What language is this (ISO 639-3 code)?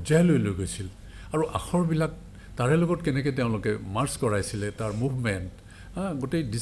asm